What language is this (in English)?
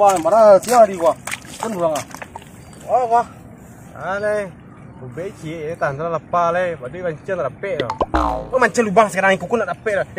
Minangkabau